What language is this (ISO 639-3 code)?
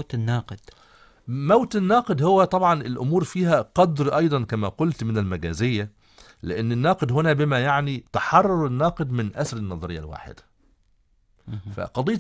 ara